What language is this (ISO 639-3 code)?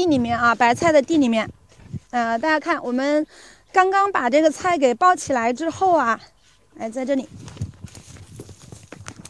zho